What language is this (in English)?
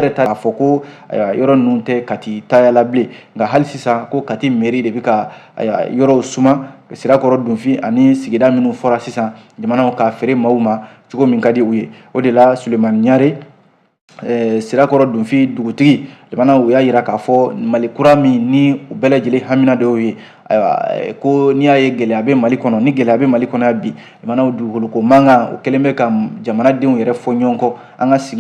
Bambara